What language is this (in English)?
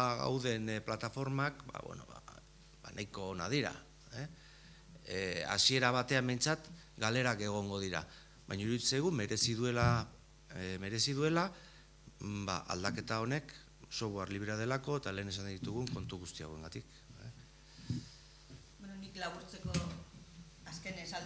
Basque